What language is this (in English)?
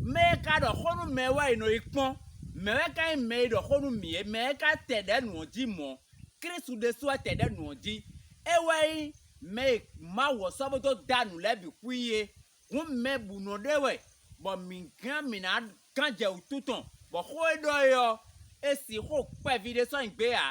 Fon